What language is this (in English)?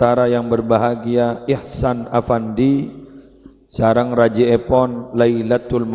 Madurese